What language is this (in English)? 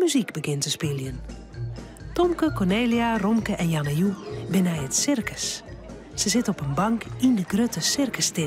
Western Frisian